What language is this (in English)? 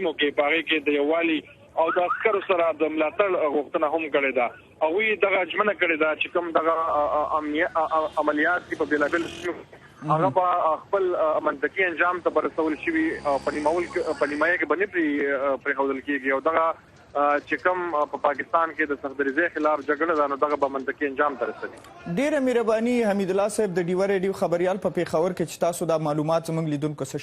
Pashto